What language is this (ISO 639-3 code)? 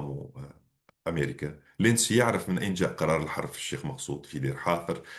apc